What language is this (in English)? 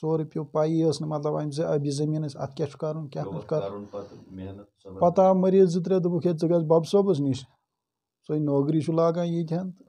Kashmiri